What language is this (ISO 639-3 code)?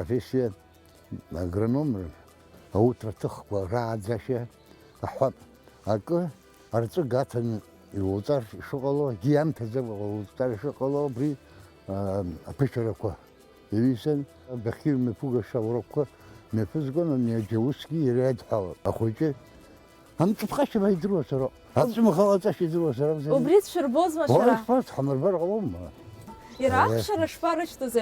abk